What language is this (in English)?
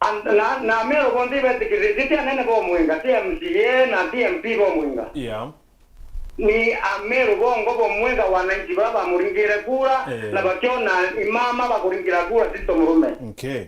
Meru